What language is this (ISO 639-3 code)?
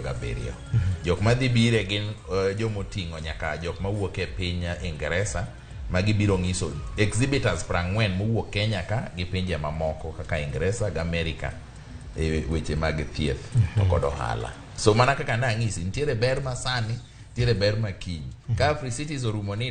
luo